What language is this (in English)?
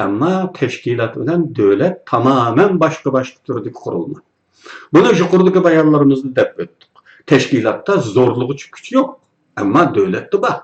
Uyghur